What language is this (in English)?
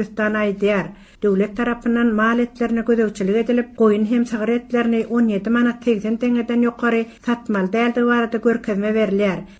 Turkmen